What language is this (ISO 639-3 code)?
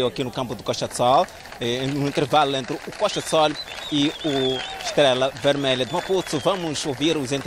por